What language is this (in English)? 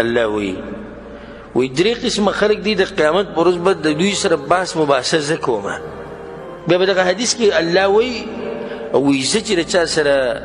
Pashto